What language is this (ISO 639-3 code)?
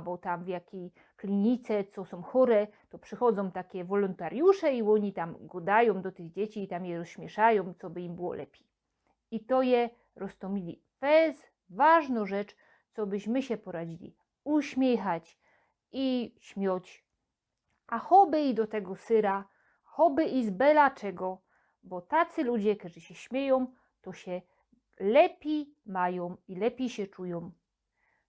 szl